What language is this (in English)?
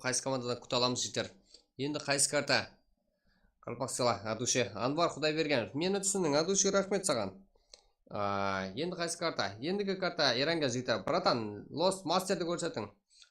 Kara-Kalpak